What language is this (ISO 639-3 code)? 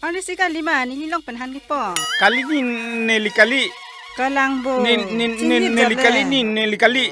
mjw